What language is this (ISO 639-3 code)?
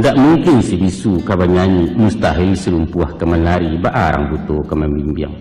min